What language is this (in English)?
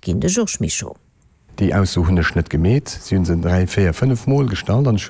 Luxembourgish